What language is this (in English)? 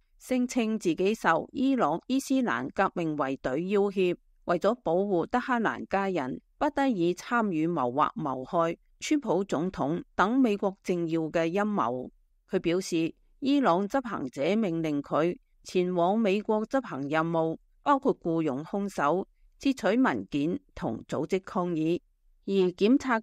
Cantonese